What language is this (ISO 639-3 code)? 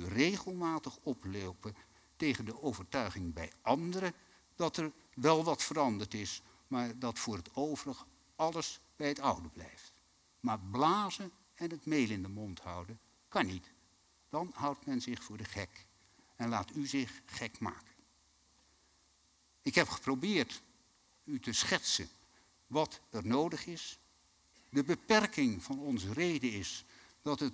nld